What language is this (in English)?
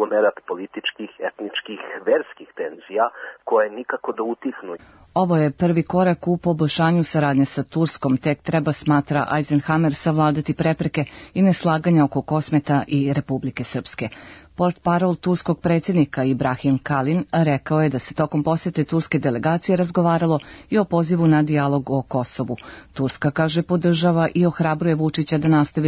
Serbian